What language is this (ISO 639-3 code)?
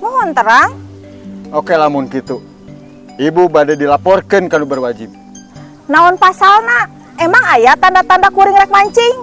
sun